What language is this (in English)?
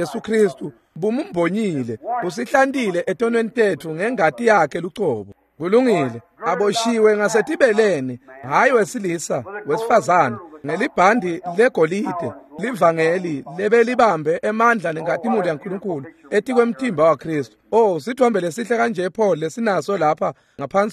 Swati